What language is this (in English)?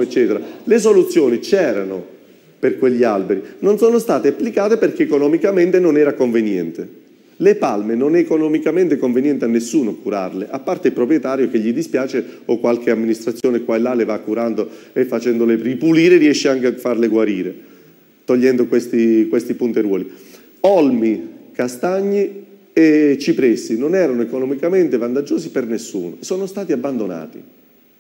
Italian